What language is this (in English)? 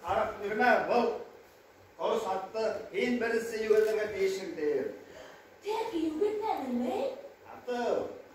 Bashkir